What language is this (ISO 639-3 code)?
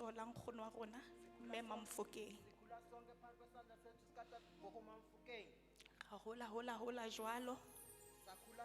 sot